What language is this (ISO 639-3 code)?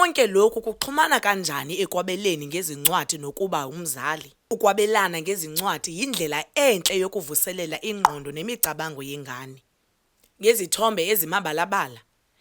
zul